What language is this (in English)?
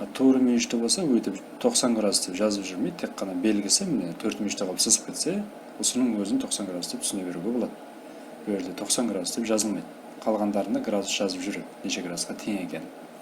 Kara-Kalpak